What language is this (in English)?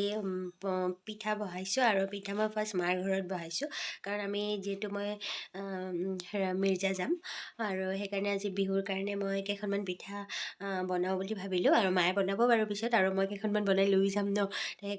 Assamese